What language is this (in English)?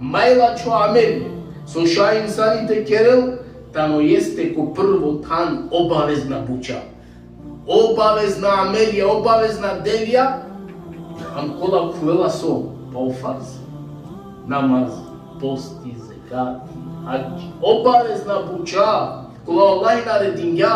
Balkan Romani